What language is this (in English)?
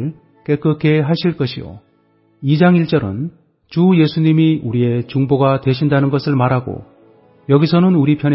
Korean